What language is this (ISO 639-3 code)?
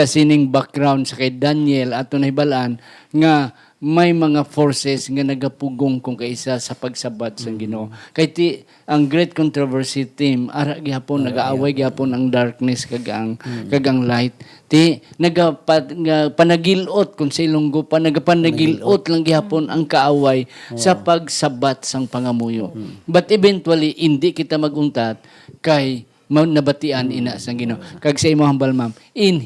hil